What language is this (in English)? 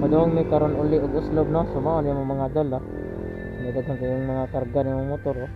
Cebuano